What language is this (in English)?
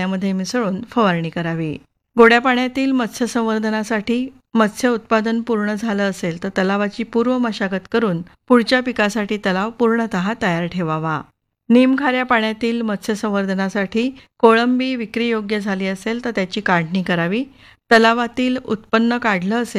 Marathi